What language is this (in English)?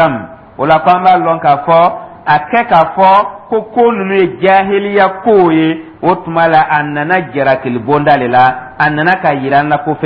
Dyula